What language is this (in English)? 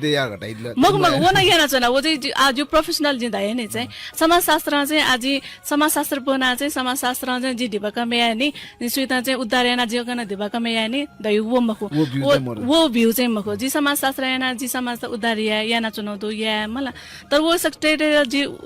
Newari